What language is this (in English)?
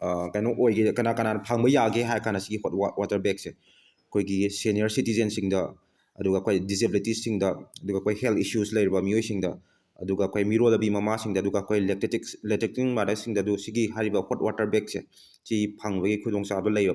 Manipuri